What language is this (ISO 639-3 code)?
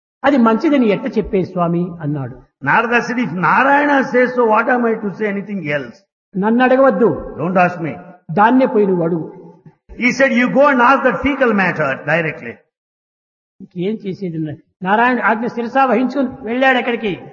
tel